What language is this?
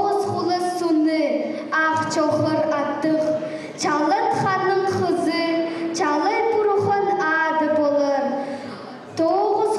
Khakas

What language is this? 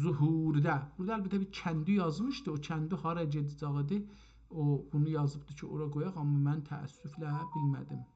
South Azerbaijani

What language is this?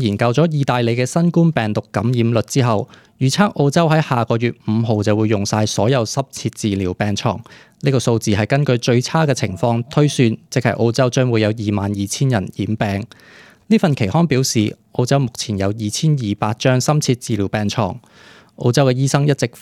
Cantonese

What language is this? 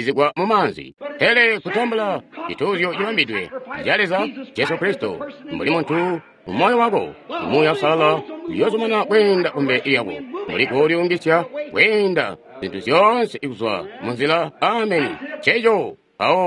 Tonga (Zambia)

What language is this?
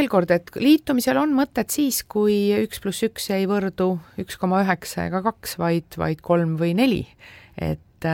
Estonian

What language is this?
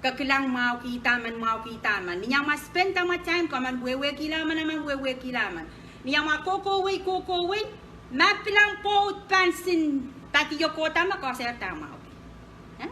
Pohnpeian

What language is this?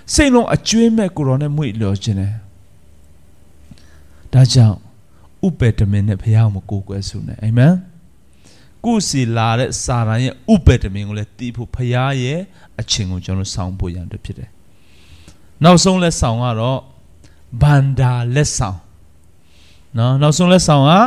Burmese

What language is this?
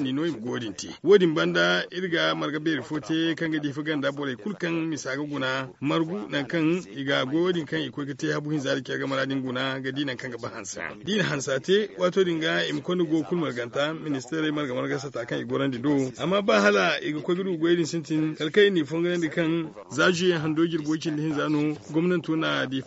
Zarma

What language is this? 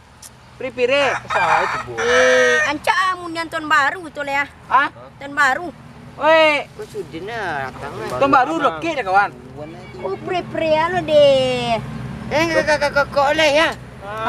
Minangkabau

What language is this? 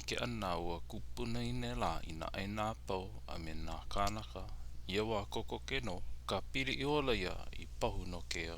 Hawaiian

